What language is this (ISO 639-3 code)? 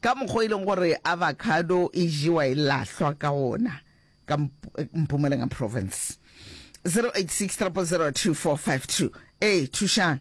nso